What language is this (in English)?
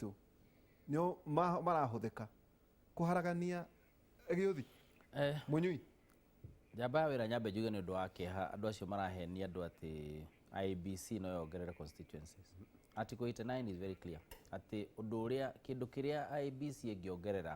Kikuyu